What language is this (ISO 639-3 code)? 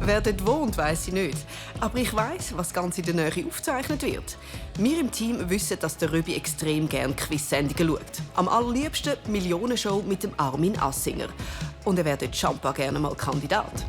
gsw